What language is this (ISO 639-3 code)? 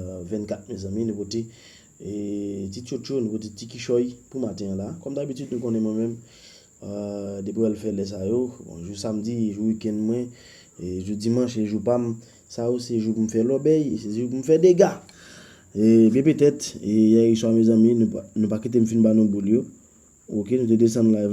hat